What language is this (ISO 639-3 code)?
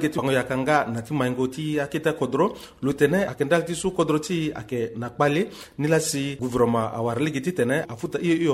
sag